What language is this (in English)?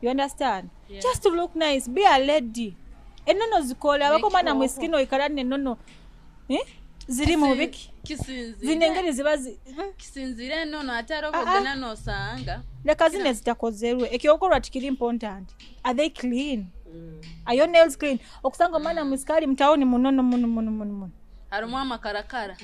Nyoro